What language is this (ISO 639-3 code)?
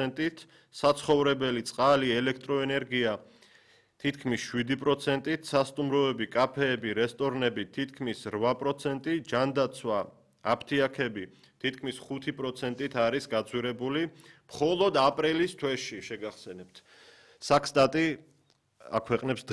kat